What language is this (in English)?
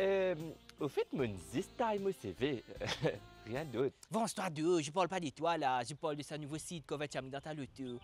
Morisyen